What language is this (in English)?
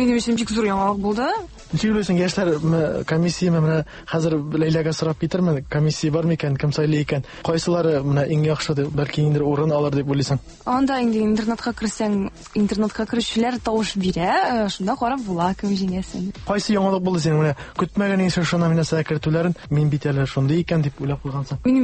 Tatar